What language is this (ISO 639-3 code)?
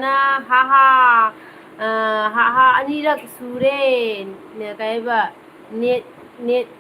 mni